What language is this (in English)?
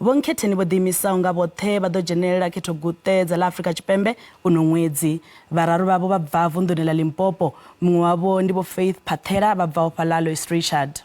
Venda